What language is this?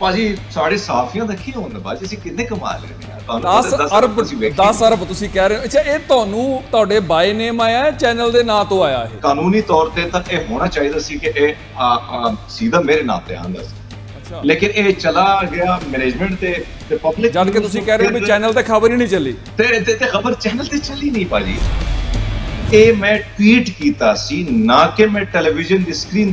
Punjabi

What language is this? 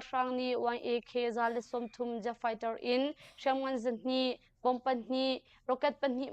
Hakha Chin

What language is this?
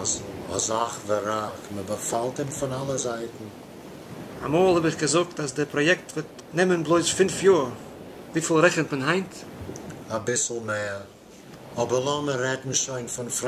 Yiddish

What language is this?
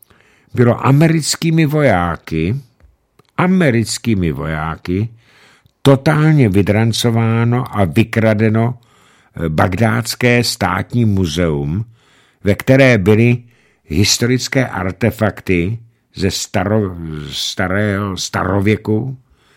Czech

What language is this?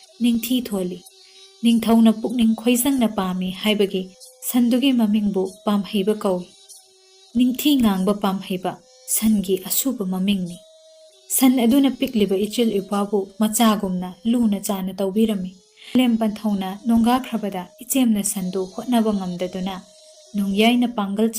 Manipuri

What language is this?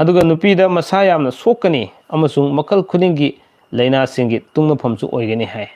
Manipuri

